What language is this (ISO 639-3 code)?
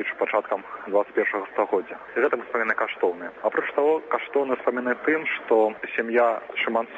bel